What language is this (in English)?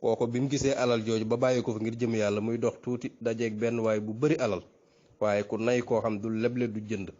Wolof